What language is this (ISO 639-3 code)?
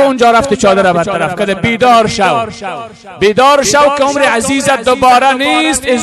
fas